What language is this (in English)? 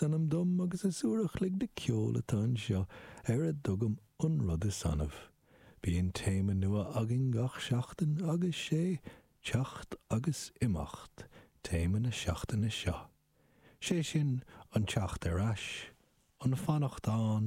Irish